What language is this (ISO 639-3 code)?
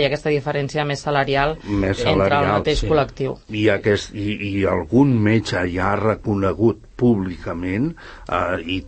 cat